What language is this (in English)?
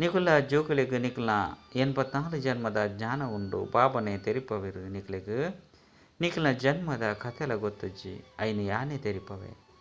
Tulu